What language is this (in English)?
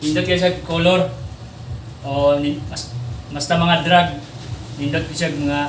Cebuano